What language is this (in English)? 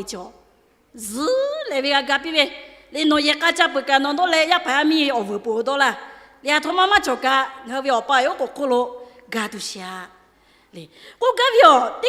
Lahu